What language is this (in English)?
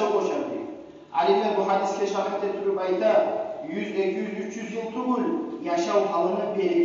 Kumyk